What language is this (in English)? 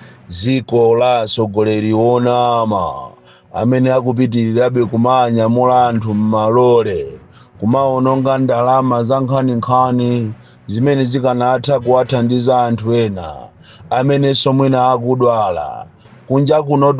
Nyanja